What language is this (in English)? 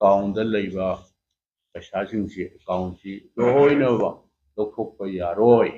Manipuri